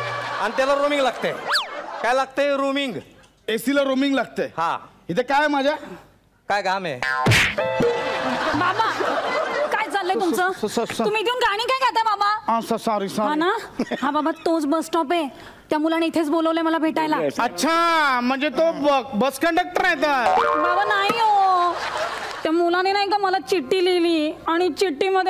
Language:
Marathi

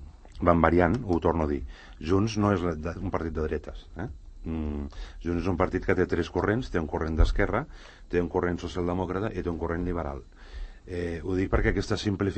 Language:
Catalan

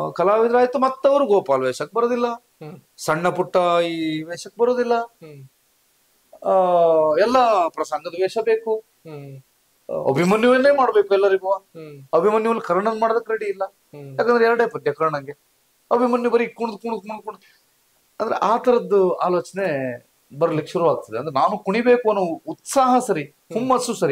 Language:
Kannada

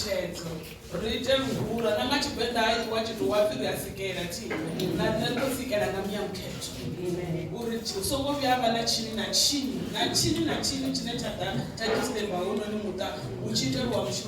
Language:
Venda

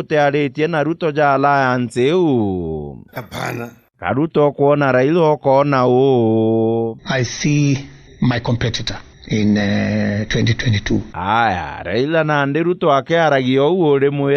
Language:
Meru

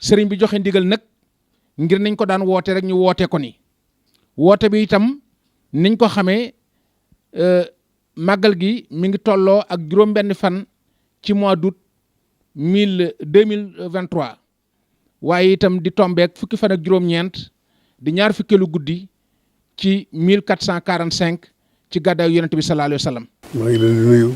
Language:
Wolof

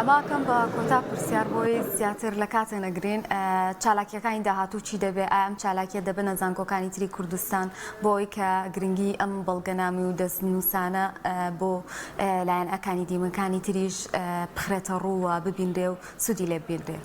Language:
Central Kurdish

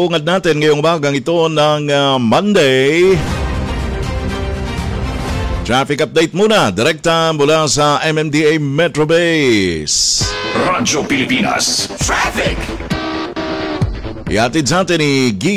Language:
Filipino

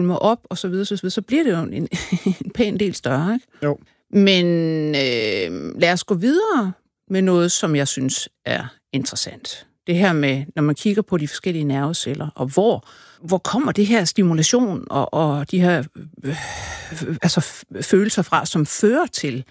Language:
Danish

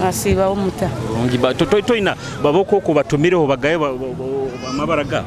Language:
Nyoro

